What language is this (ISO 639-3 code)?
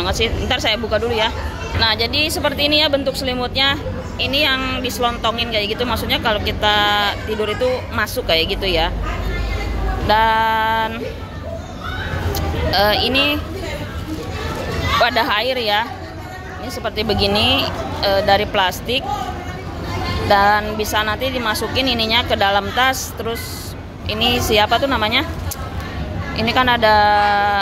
ind